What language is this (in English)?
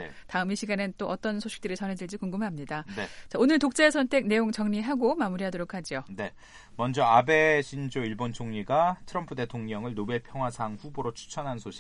Korean